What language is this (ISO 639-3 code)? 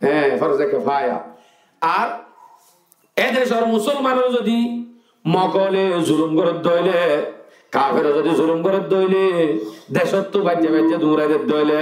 rhg